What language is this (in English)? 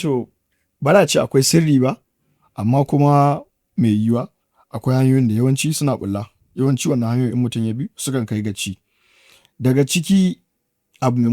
Hausa